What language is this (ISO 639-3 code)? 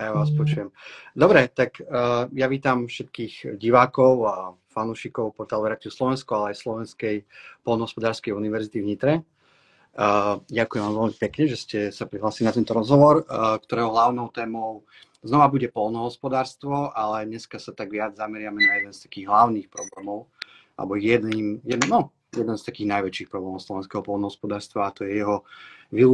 slk